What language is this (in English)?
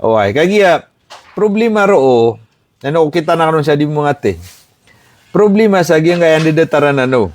Maranao